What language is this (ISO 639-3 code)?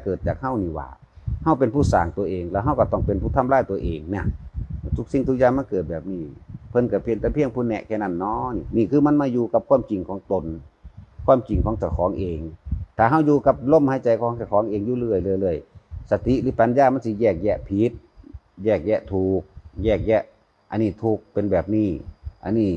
tts